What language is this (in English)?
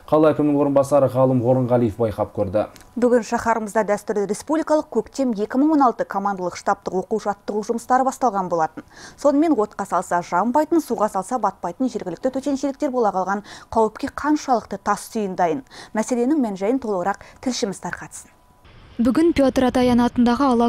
Kazakh